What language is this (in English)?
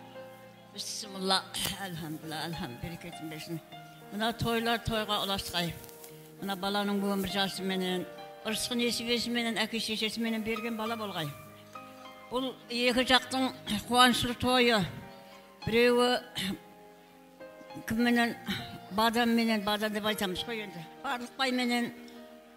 Kara-Kalpak